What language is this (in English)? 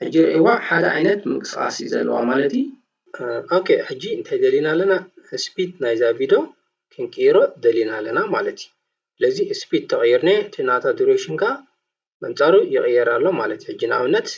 Tigrinya